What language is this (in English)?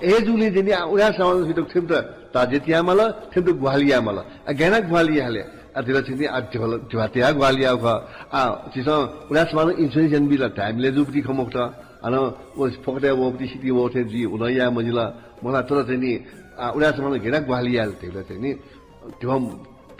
Newari